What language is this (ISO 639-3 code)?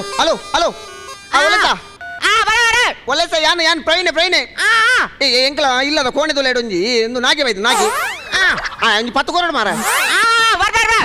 tcy